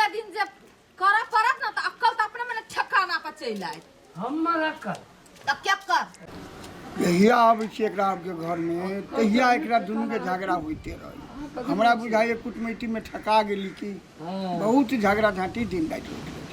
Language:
Maithili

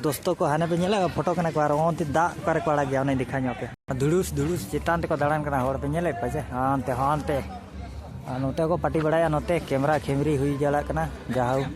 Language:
Santali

